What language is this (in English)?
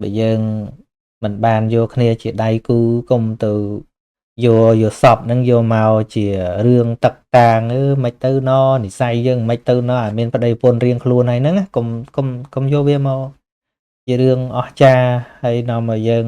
Khmer